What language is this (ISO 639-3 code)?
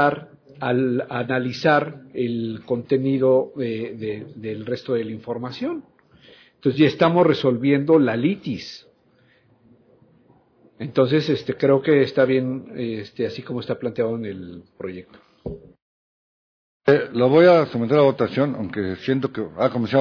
spa